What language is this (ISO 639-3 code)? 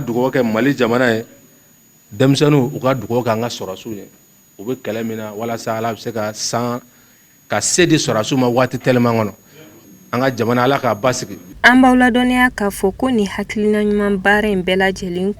bam